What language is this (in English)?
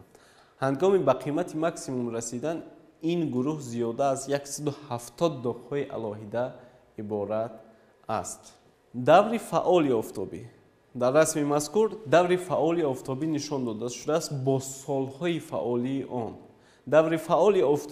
Tajik